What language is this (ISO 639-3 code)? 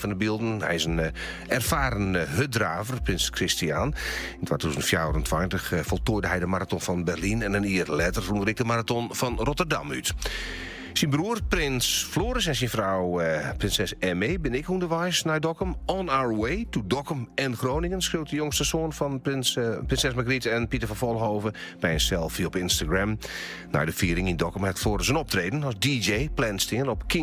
fry